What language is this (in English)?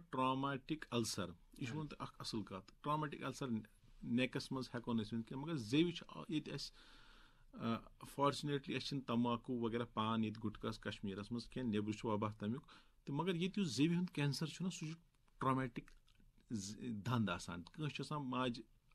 Kashmiri